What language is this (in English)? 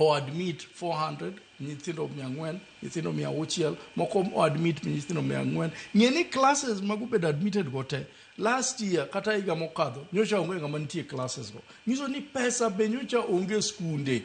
Luo (Kenya and Tanzania)